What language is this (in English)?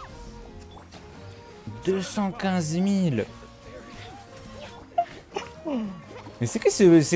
French